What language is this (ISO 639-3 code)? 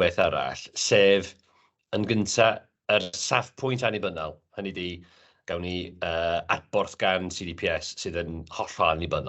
cym